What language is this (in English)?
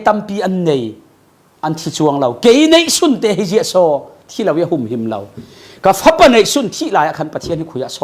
Falam Chin